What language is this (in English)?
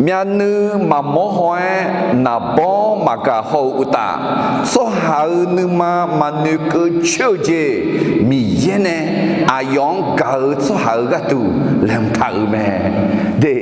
Akha